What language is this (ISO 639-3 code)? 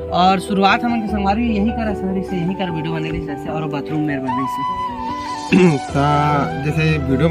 hne